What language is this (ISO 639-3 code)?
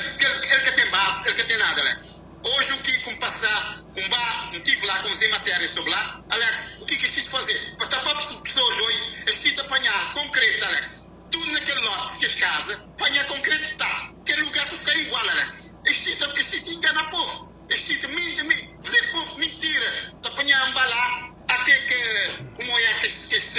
kea